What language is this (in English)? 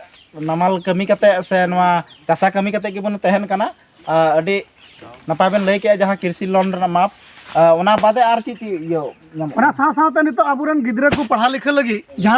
Santali